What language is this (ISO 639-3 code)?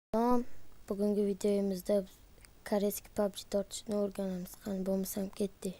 uzb